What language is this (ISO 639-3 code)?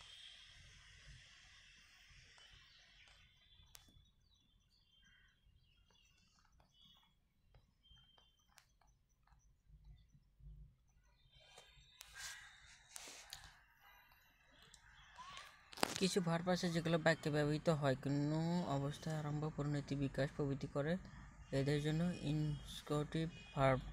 ben